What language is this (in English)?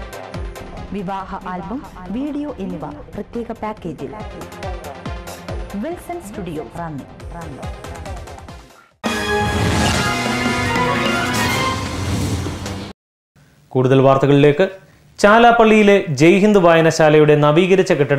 Malayalam